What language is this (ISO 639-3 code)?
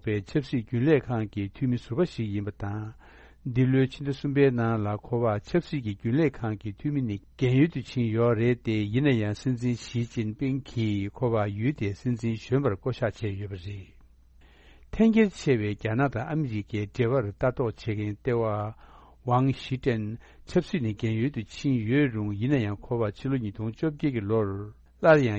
bod